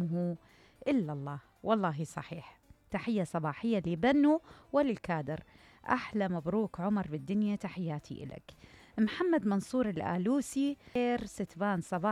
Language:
Mesopotamian Arabic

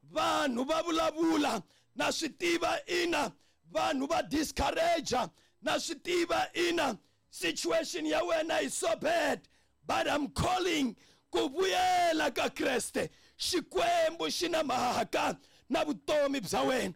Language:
Tsonga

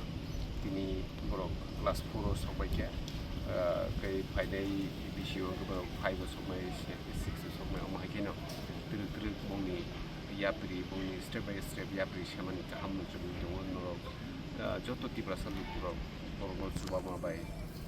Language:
Kok Borok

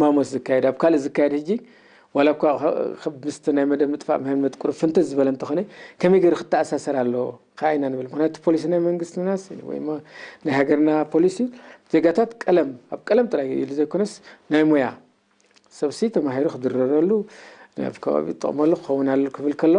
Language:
Tigrinya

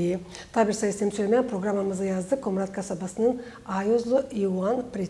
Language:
Gagauz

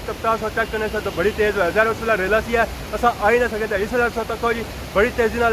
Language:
Pahari-Potwari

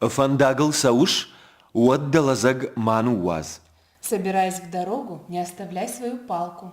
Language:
Ossetic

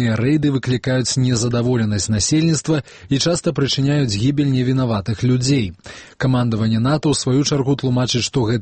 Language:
Belarusian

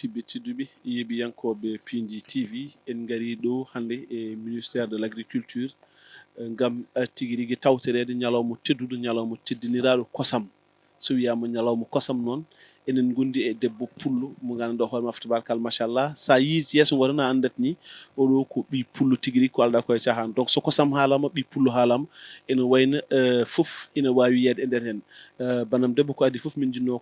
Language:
Fula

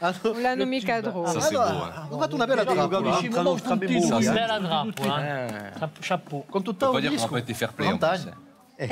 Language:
Corsican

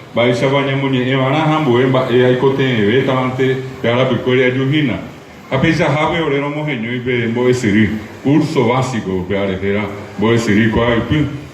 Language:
Guarani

